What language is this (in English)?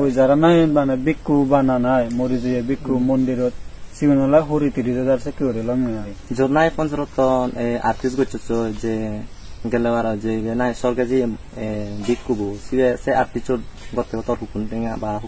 Chakma